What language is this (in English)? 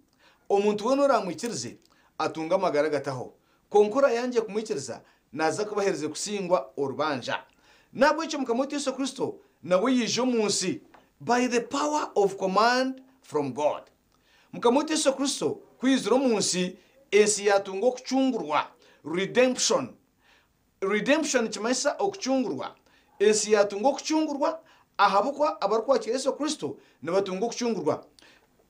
Nyankole